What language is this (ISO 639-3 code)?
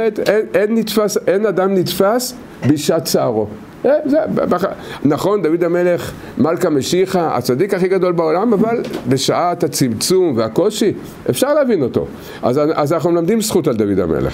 heb